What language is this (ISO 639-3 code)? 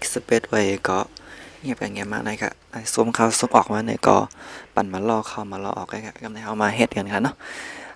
shn